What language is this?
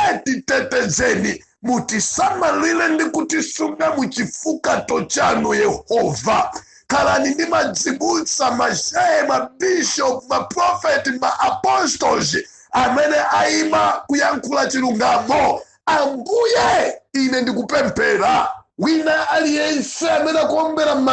Nyanja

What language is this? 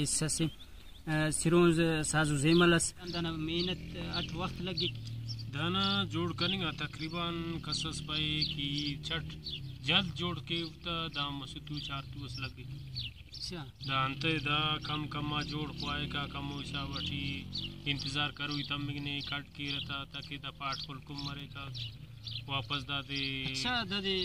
Brahui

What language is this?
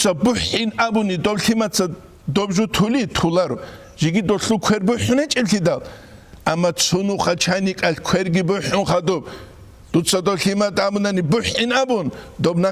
Avaric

